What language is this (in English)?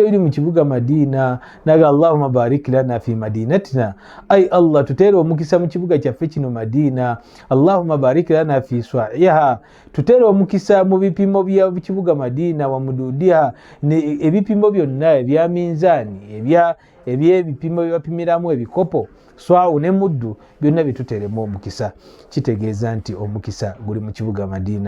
Ganda